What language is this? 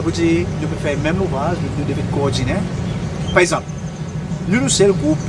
Seselwa Creole French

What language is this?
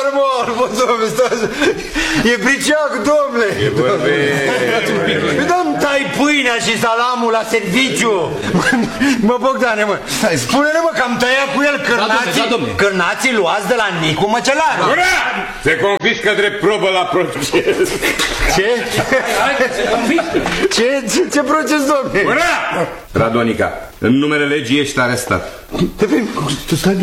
Romanian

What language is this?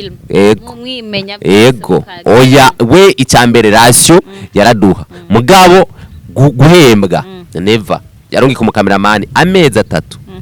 Rundi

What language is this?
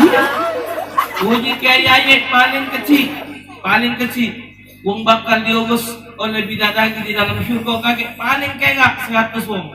Musi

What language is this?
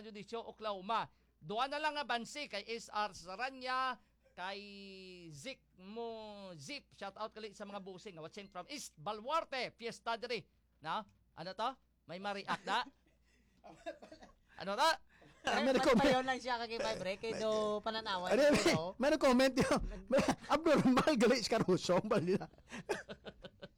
Hiligaynon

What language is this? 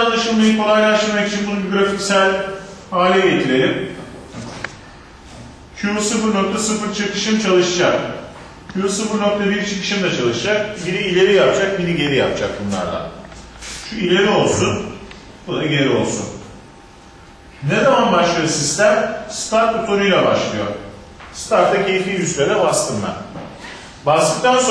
Turkish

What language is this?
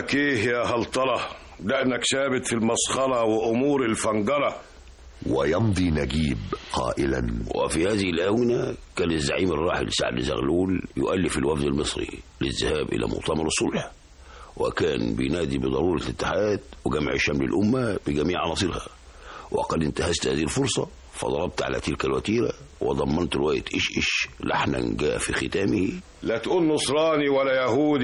Egyptian Arabic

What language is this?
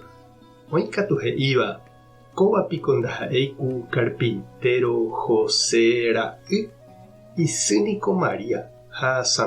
Guarani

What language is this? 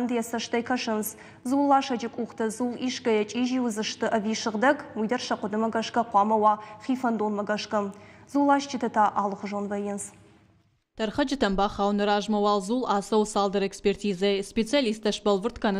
Ossetic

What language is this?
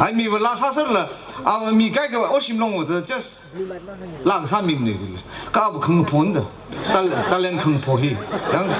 Tangkhul Naga (India)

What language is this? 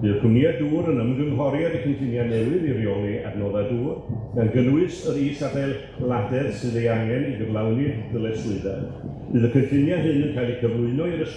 Welsh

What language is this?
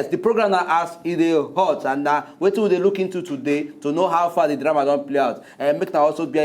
Nigerian Pidgin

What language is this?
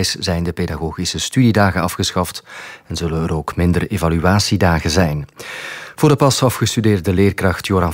Dutch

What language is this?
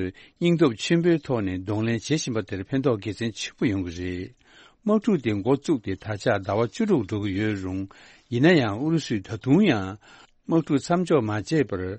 Tibetan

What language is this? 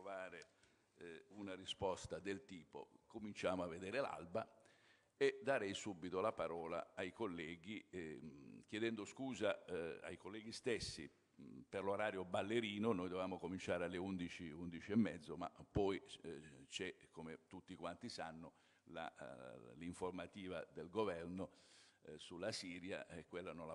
Italian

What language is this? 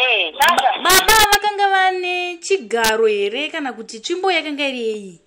Shona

